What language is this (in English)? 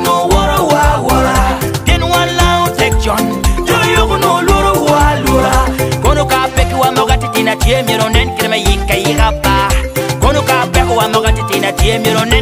Lango (Uganda)